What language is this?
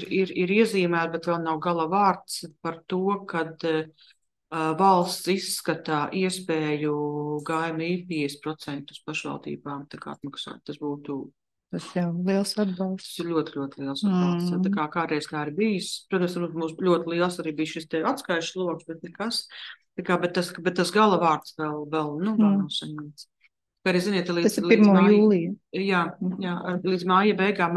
Latvian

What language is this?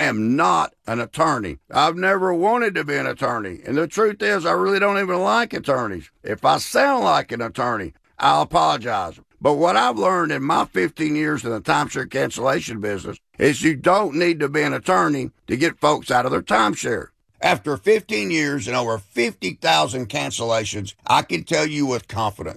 English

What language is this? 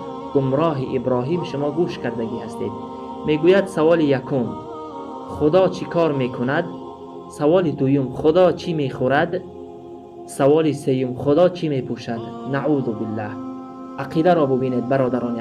Tajik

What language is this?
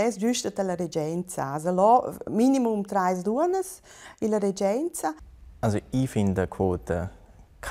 Romansh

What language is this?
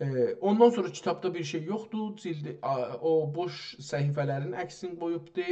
South Azerbaijani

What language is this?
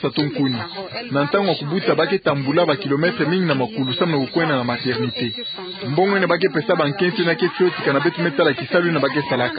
Kituba (Democratic Republic of Congo)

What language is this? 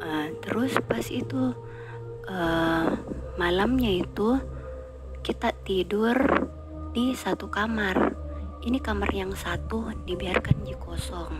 Makassar Malay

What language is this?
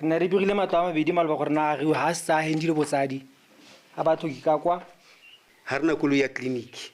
Tswana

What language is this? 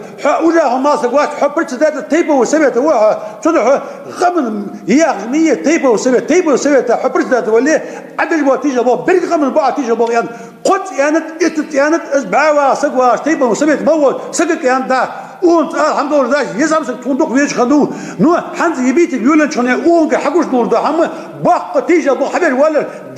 Ingush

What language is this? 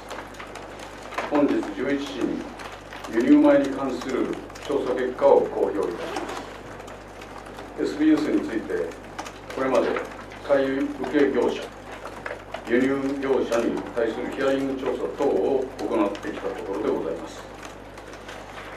Japanese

